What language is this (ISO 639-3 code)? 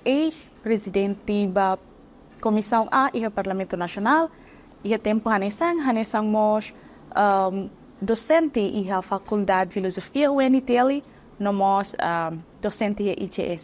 tet